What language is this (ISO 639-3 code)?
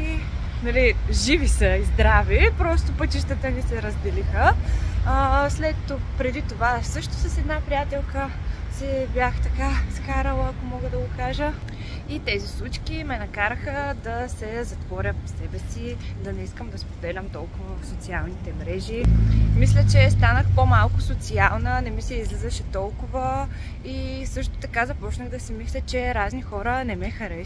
bul